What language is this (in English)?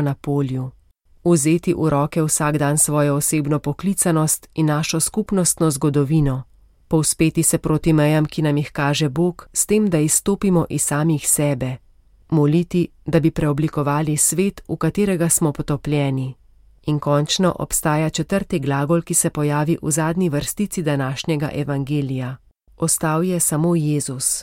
Slovenian